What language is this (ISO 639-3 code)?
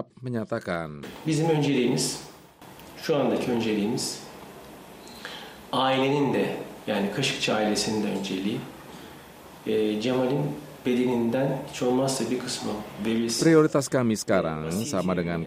ind